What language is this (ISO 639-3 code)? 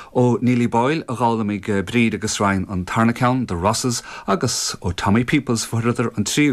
gle